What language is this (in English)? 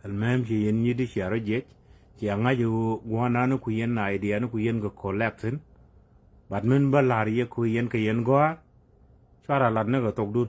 Nuer